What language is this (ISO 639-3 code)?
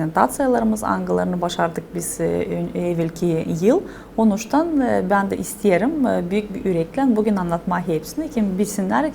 gag